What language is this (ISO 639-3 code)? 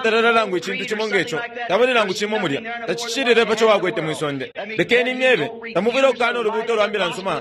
bem